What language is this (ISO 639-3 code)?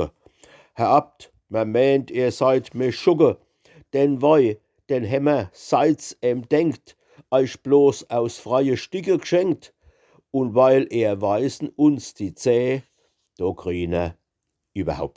pfl